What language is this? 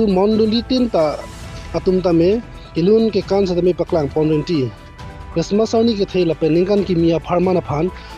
Karbi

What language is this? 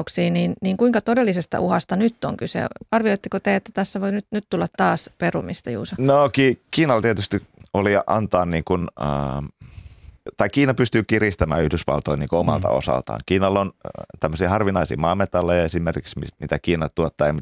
Finnish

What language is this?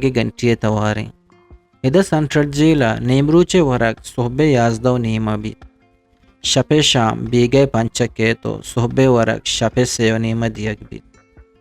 Eastern Balochi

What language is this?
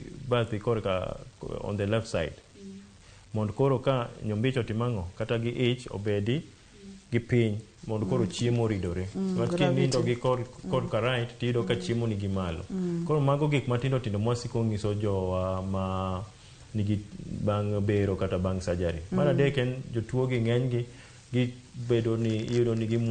Luo (Kenya and Tanzania)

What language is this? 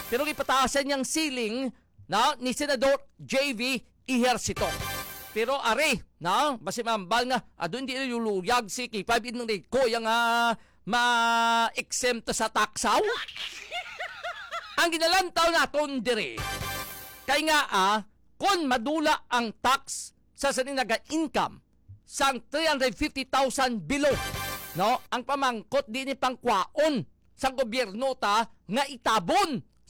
Hiligaynon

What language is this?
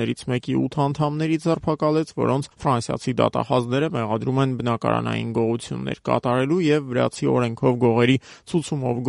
Armenian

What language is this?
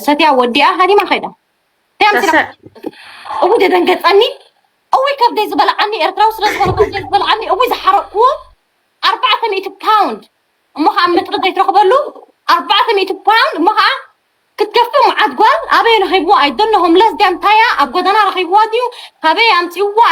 Tigrinya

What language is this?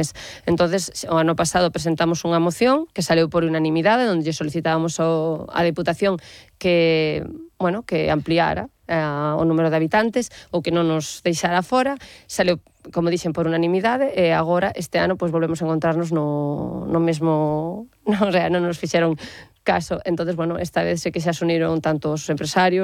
Galician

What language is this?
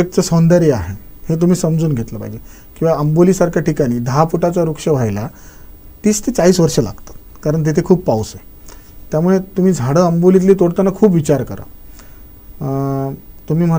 Marathi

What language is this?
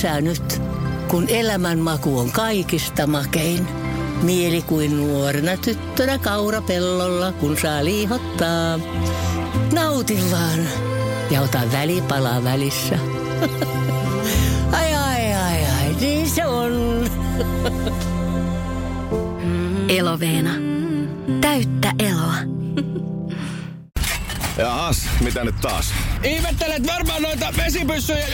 Finnish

